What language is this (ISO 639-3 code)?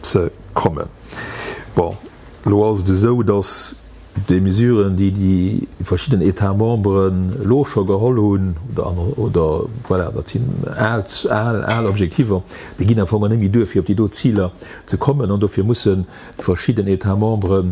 ltz